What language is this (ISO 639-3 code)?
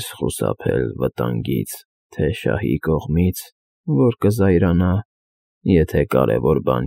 hye